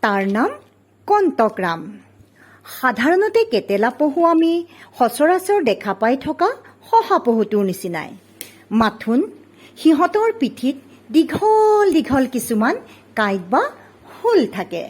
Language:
Assamese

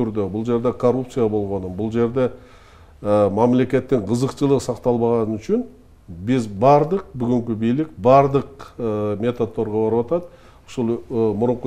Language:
Kyrgyz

